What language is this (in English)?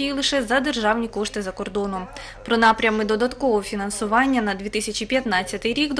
Ukrainian